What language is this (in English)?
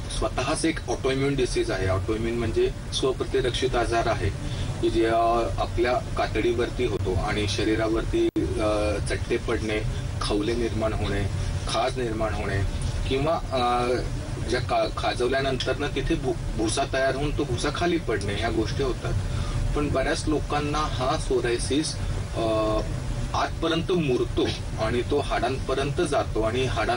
Marathi